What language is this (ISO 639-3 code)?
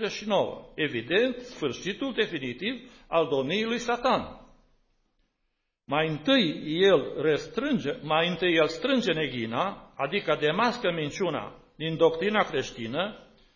ron